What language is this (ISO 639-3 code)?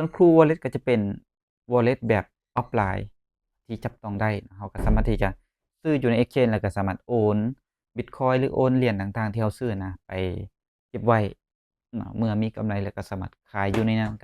lao